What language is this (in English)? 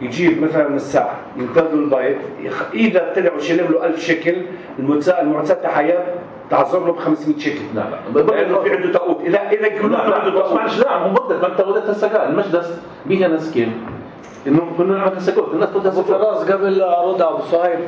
North Levantine Arabic